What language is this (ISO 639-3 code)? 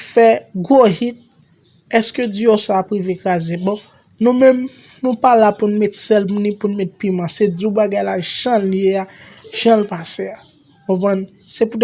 hat